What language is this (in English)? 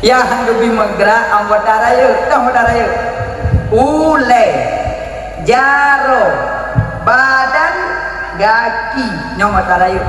Achinese